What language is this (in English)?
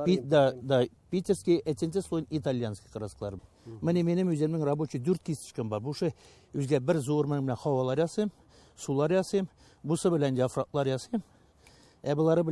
Tatar